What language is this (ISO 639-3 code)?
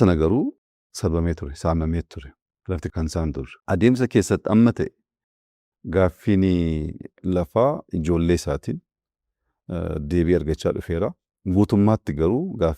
orm